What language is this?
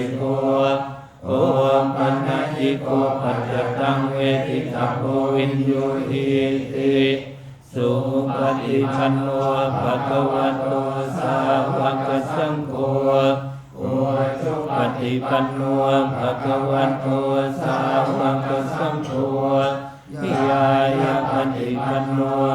Pali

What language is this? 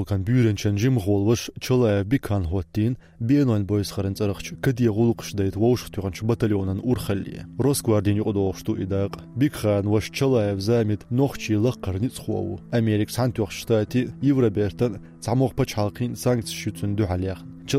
Chechen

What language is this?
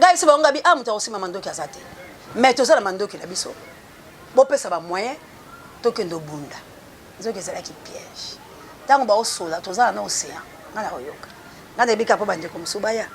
Lingala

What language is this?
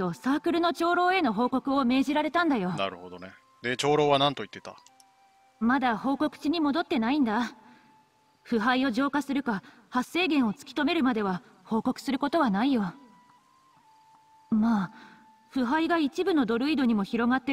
Japanese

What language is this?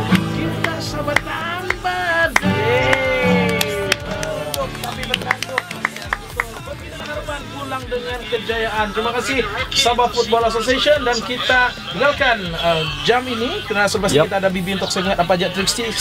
Malay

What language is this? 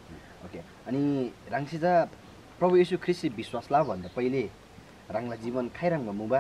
Eastern Tamang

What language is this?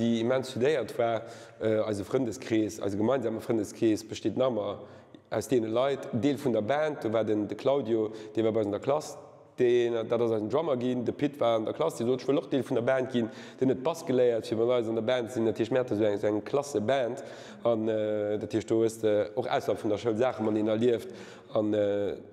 Luxembourgish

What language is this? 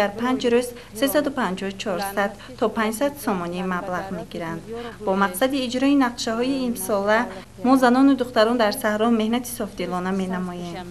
Tajik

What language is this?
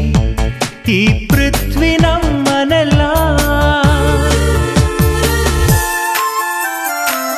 Kannada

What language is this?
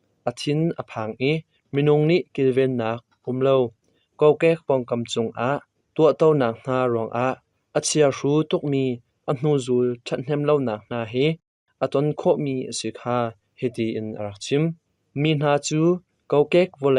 Hakha Chin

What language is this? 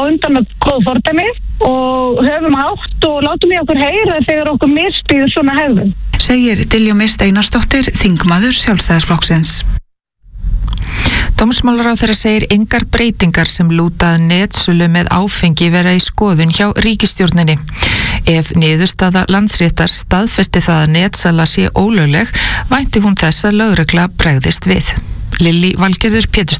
Icelandic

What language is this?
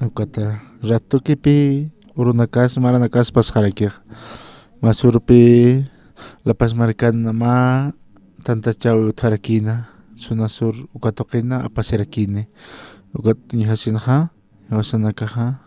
Aymara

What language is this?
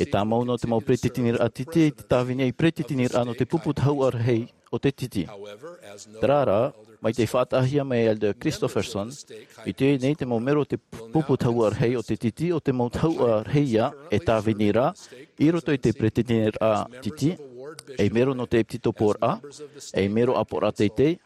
Tahitian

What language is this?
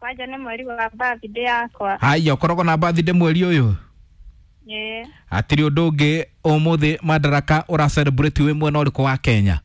Kikuyu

